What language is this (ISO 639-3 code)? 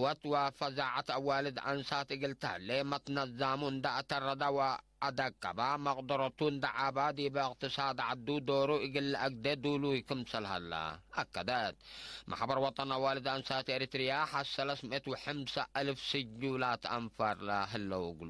tig